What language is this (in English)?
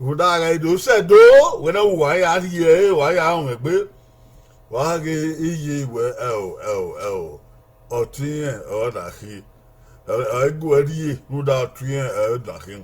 Bini